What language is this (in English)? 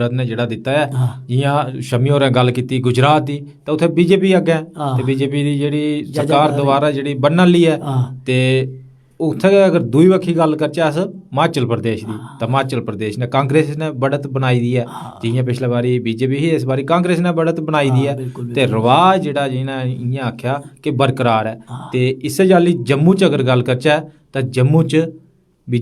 Dogri